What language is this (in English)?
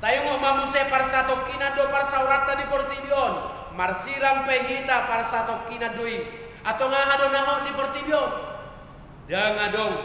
Batak Toba